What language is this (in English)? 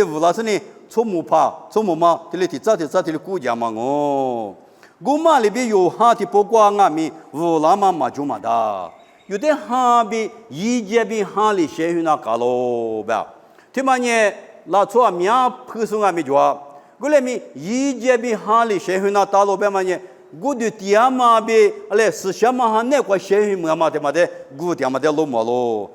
Lisu